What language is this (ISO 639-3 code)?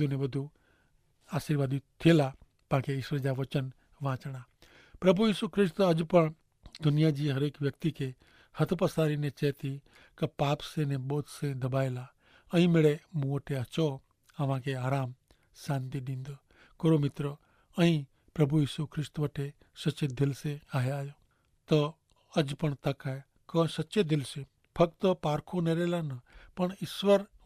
kfr